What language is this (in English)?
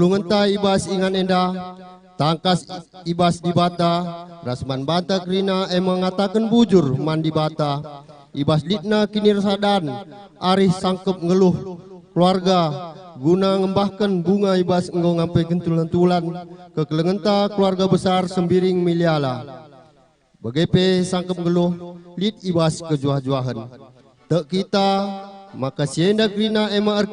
Batak Karo